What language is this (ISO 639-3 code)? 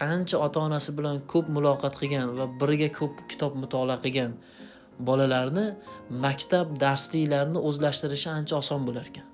uzb